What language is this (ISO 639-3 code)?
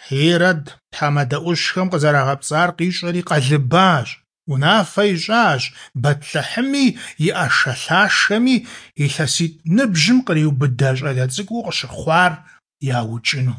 kbd